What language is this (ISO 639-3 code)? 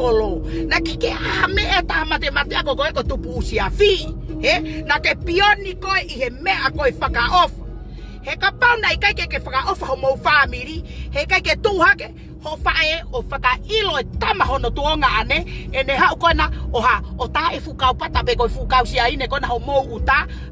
ton